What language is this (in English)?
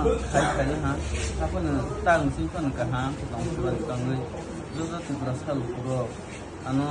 Kok Borok